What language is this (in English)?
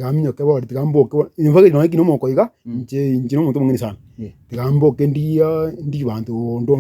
Gusii